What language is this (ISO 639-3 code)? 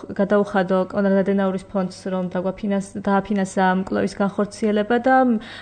kat